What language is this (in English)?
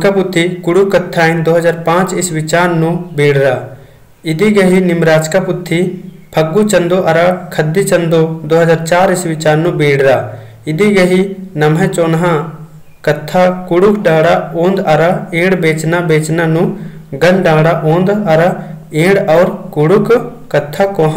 Kurukh